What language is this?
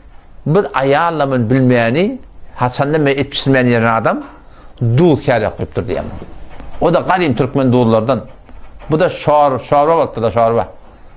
Turkmen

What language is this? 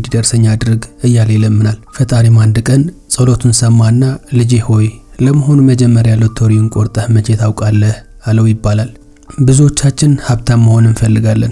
Amharic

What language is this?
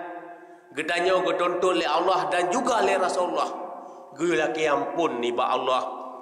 Achinese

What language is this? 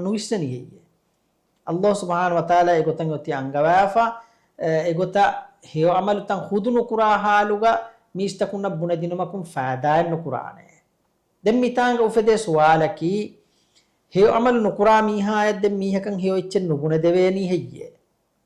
Divehi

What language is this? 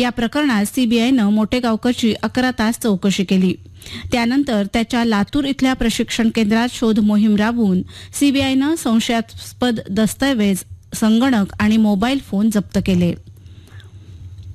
Marathi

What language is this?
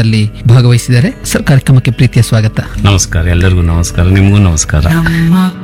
Kannada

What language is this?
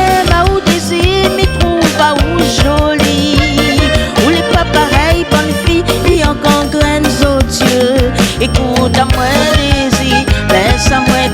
Réunion Creole French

